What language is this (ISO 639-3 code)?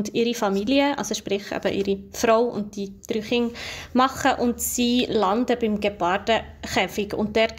gsw